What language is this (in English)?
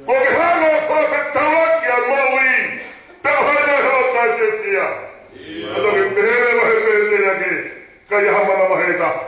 Tongan